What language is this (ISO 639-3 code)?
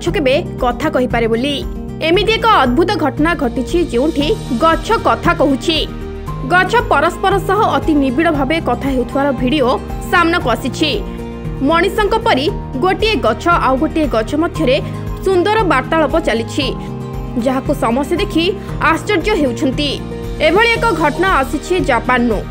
ori